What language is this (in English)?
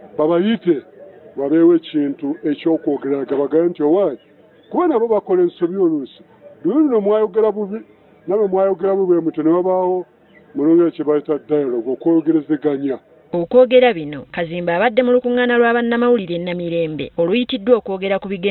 Ganda